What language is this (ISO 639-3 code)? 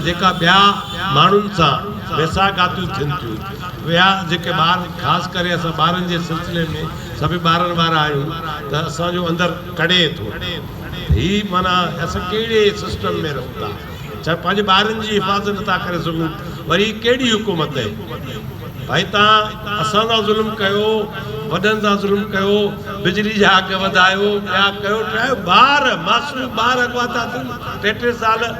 snd